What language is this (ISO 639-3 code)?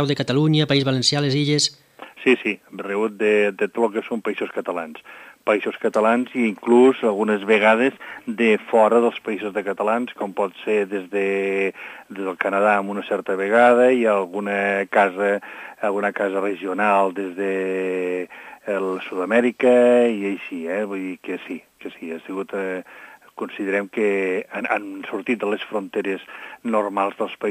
cat